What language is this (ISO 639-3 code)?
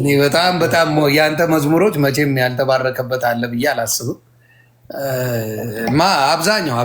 amh